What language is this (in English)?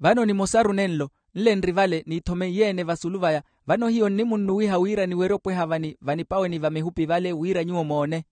Makhuwa